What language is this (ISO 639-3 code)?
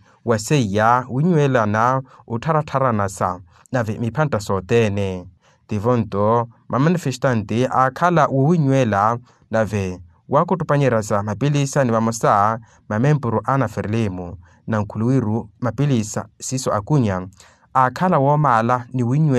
vmw